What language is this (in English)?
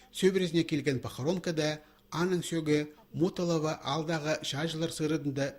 Khakas